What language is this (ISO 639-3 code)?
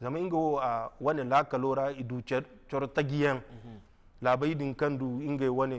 dje